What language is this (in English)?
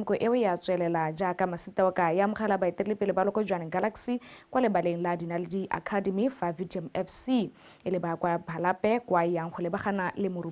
Tswana